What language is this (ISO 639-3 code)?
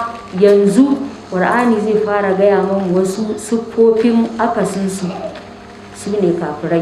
hau